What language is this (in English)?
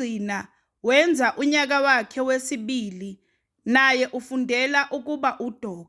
Zulu